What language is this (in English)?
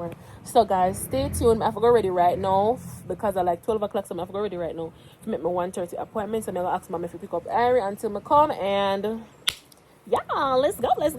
Jamaican Creole English